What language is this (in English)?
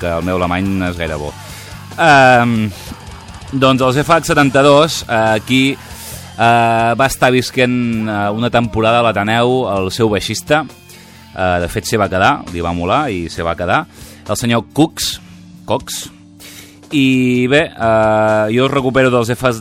Catalan